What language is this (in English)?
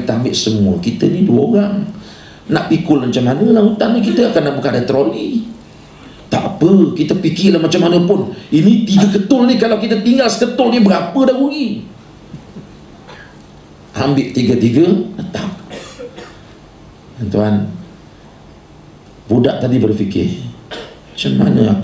Malay